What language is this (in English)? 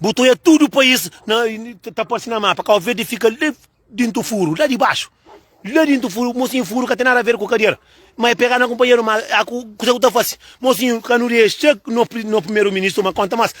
Kabuverdianu